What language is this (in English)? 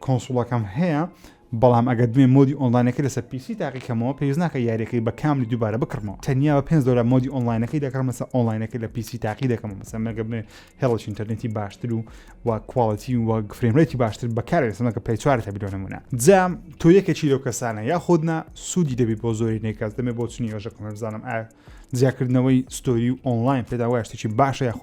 Central Kurdish